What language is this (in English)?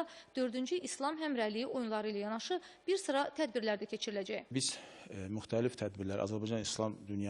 Azerbaijani